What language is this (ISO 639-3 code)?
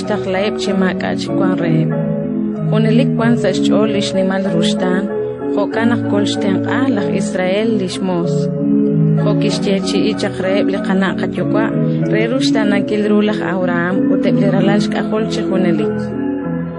kek